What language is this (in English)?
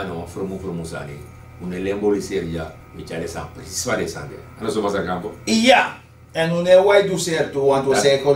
Sranan Tongo